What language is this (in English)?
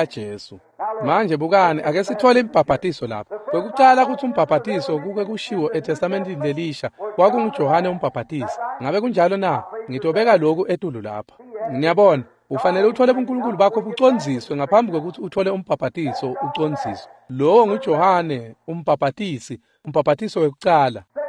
Swati